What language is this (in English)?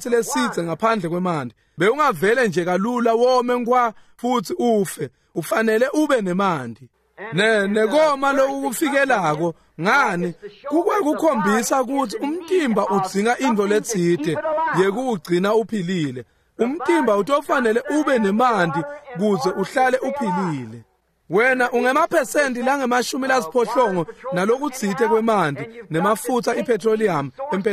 Swati